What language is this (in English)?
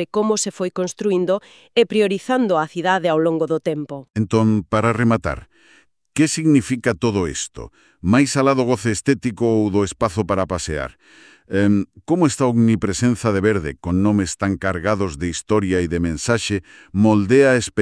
Galician